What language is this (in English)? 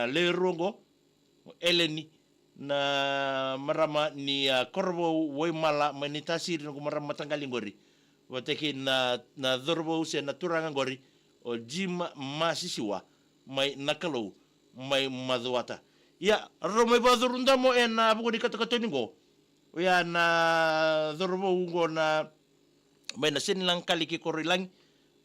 Fijian